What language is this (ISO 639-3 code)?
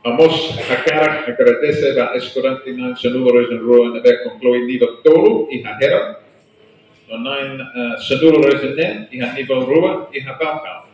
tet